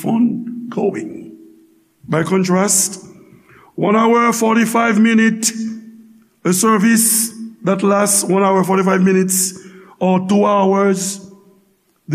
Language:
Haitian Creole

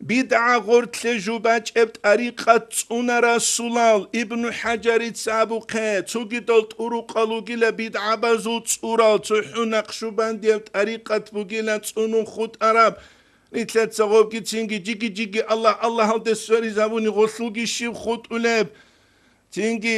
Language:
Avaric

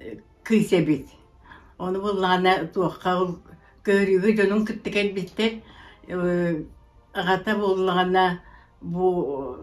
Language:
Yakut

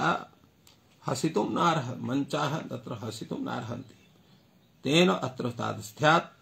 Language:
Sanskrit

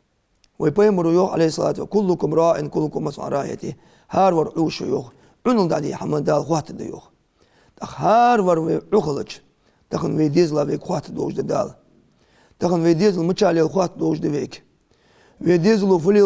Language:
Ingush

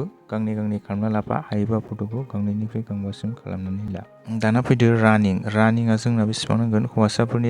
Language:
Bodo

